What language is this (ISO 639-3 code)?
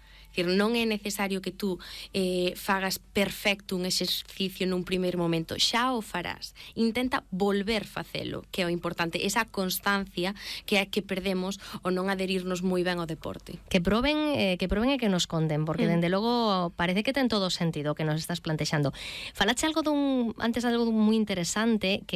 glg